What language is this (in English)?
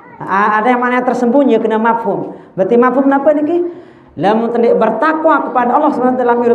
Sasak